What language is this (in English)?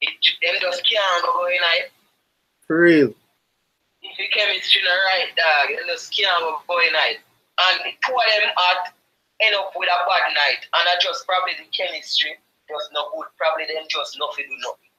Jamaican Creole English